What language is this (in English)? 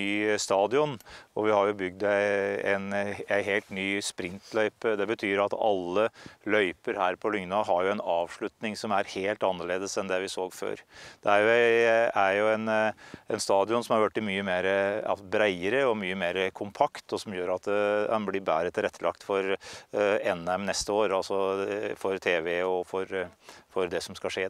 Norwegian